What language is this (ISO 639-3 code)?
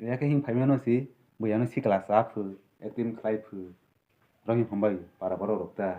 trp